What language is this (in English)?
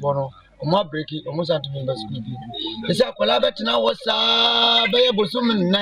Akan